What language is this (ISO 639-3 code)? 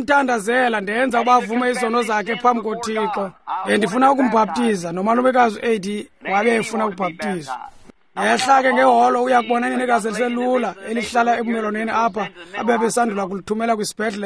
xho